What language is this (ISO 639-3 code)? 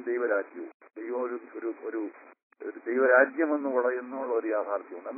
mal